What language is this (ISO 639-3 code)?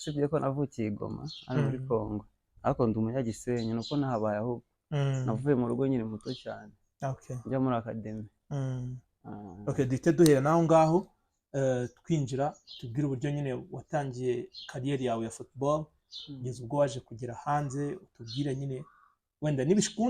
kin